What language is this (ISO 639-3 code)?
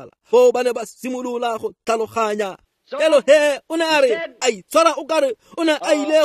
tsn